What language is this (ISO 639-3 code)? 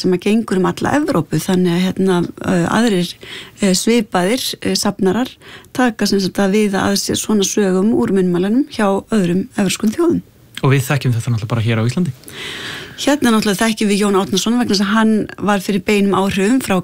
isl